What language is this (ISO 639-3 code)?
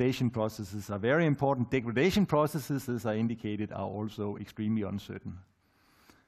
eng